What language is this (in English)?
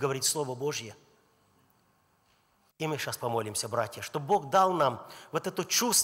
Russian